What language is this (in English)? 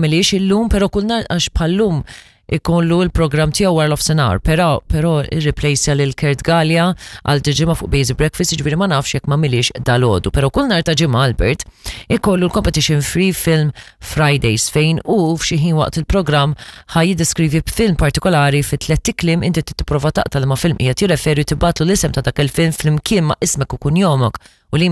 Maltese